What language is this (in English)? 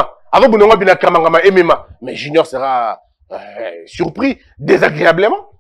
French